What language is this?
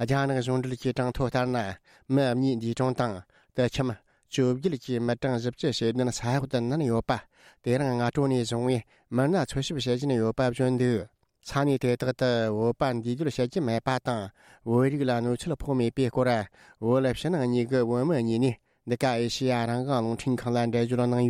Tibetan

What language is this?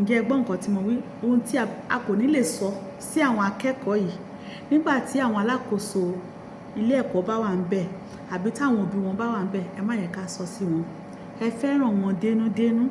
Yoruba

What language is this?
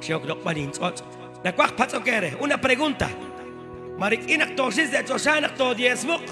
Kekchí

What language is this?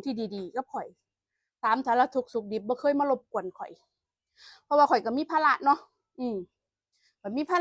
Northeastern Thai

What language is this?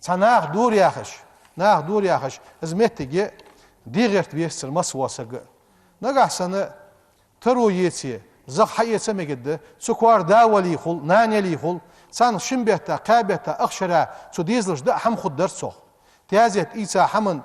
Ingush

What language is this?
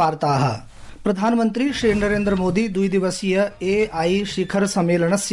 Sanskrit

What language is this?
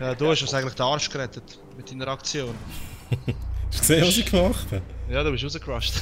Swiss German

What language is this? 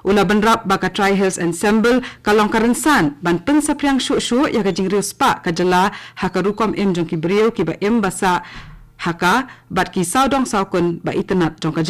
Khasi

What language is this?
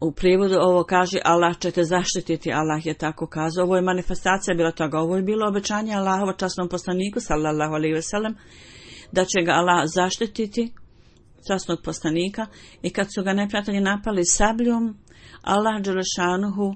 Bosnian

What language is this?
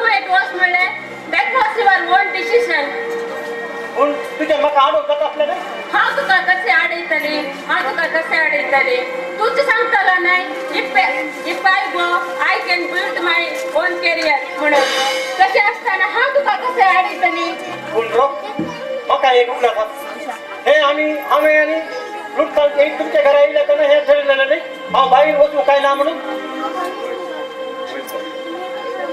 Konkani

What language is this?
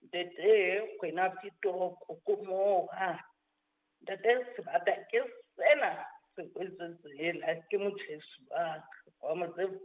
Southern Sotho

